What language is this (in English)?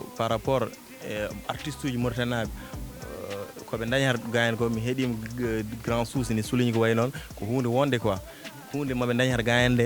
Fula